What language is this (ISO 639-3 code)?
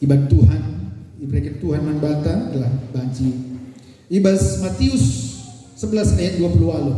btx